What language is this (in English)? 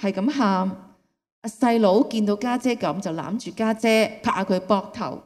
Cantonese